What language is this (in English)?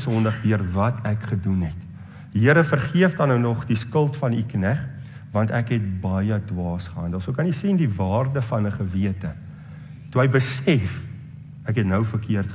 Afrikaans